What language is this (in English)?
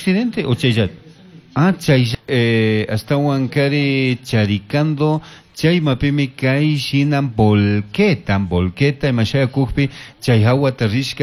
Chimborazo Highland Quichua